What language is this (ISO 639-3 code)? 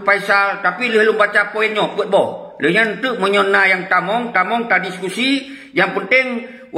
ace